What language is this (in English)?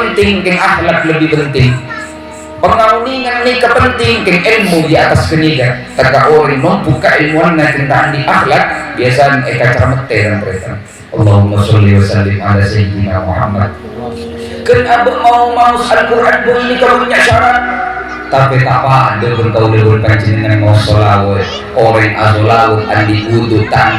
Madurese